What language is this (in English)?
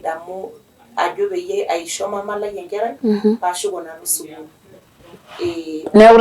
Masai